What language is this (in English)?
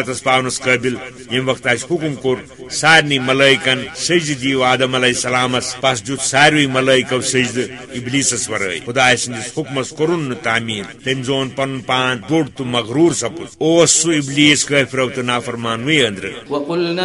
Kashmiri